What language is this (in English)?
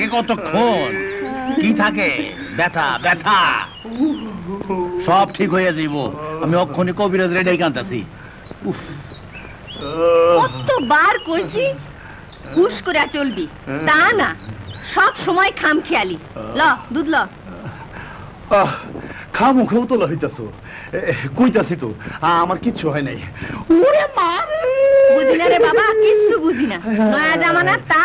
Bangla